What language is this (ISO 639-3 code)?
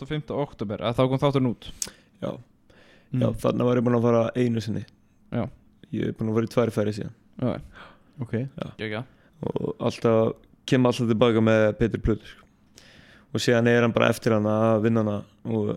isl